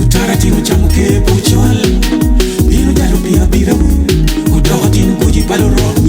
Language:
Acoli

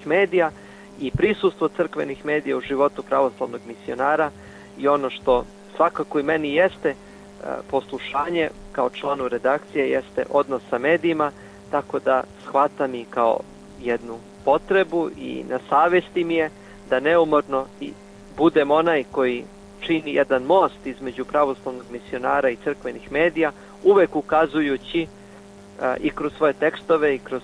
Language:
Serbian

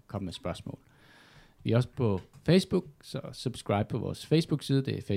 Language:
Danish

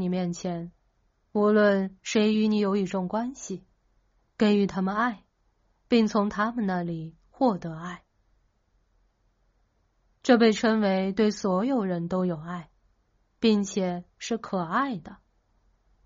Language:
Chinese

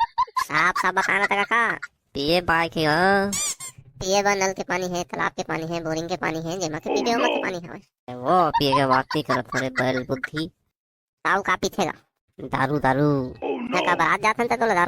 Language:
Chhattisgarhi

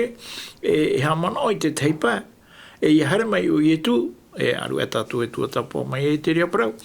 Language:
Tahitian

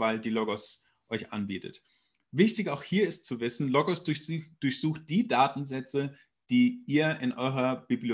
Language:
German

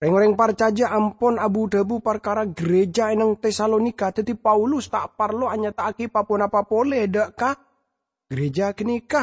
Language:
Madurese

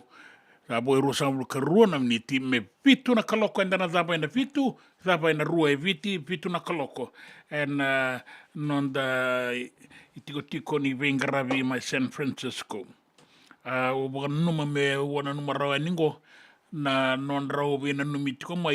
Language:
Fijian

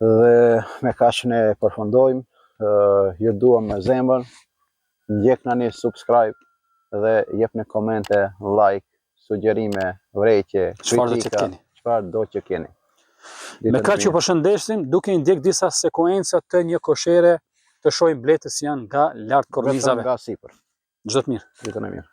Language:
Albanian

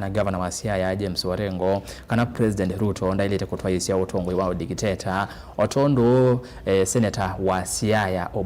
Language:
Kamba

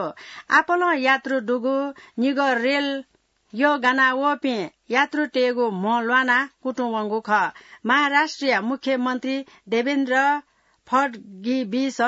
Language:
Newari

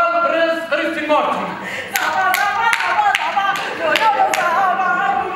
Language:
Kurdish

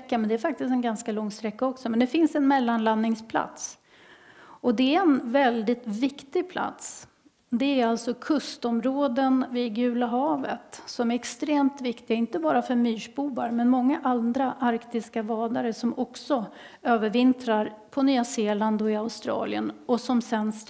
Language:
Swedish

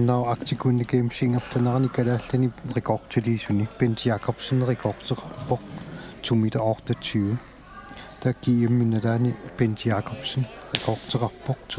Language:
Kalaallisut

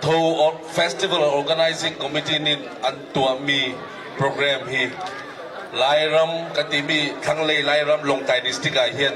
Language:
Hakha Chin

